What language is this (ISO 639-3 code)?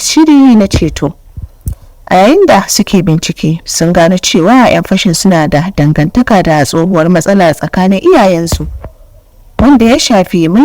hau